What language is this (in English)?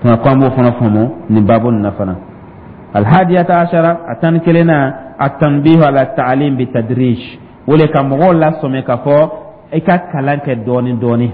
Dyula